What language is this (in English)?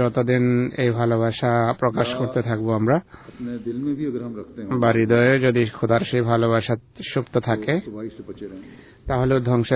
Bangla